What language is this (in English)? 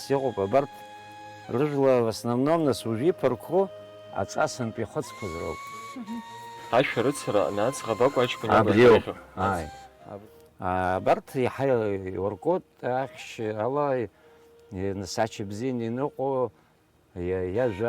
Abkhazian